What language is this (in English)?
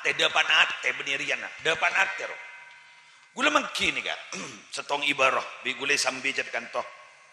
Madurese